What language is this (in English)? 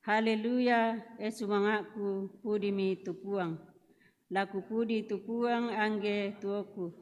Toraja-Sa'dan